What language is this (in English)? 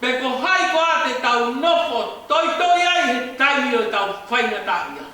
Tongan